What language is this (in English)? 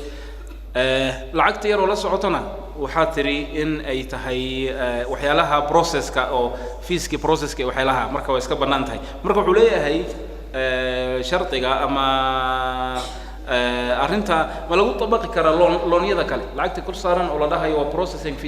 Somali